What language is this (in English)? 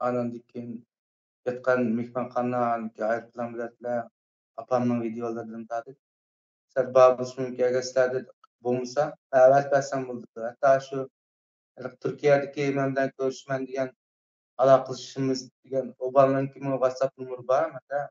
Uyghur